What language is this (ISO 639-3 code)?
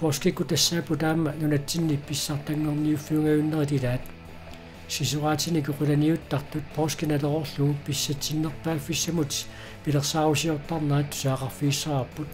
kal